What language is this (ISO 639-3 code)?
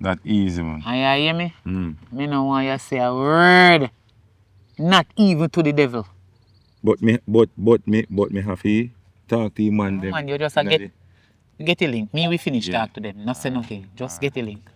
jam